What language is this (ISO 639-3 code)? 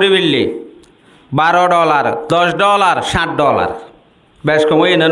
rhg